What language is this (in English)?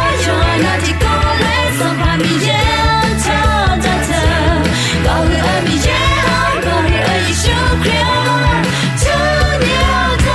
Akha